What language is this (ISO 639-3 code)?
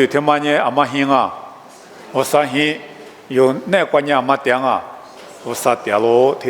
lis